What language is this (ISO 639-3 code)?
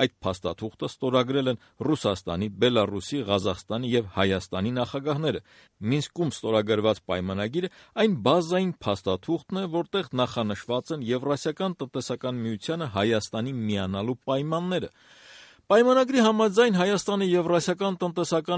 hye